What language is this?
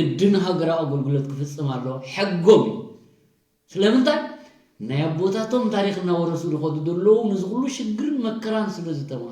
Tigrinya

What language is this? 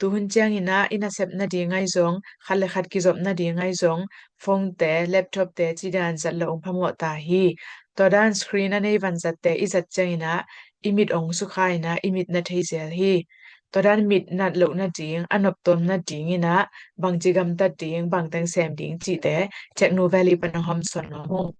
Tedim Chin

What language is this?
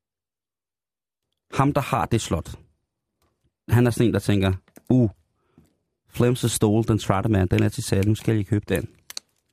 Danish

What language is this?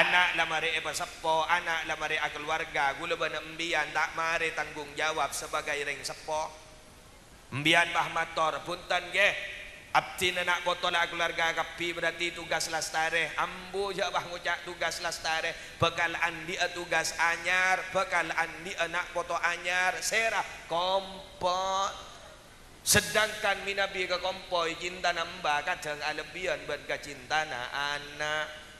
Madurese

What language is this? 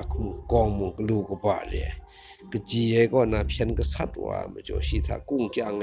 Kachin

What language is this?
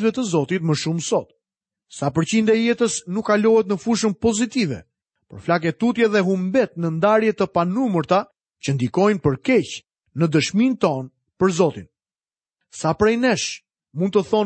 Albanian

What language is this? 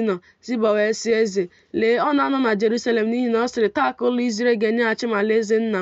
Igbo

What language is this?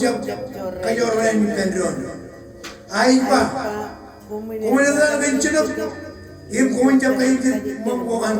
Marshallese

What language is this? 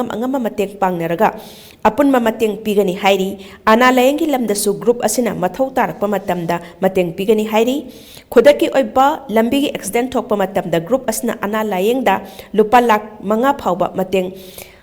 Manipuri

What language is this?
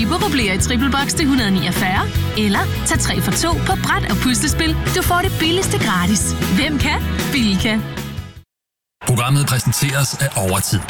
Danish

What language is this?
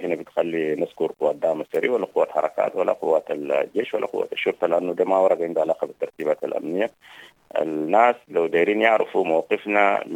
Sudanese Arabic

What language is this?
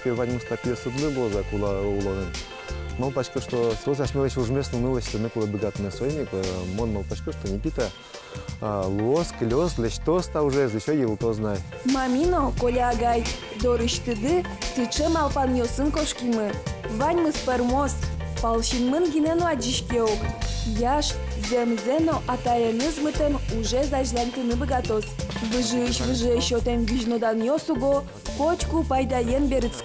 Udmurt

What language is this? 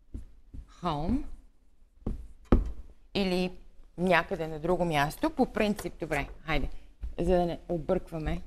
Bulgarian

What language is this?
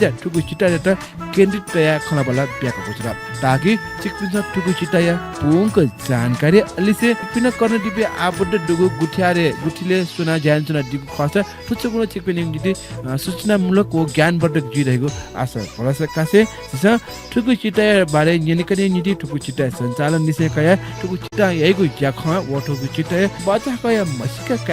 Newari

